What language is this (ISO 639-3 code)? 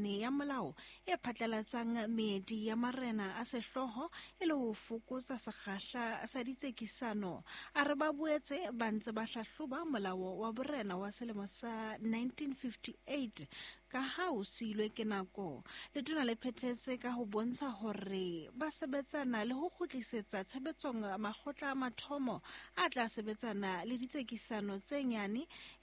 sot